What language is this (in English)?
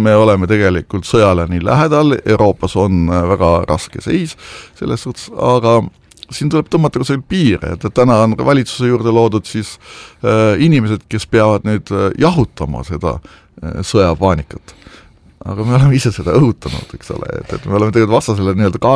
Estonian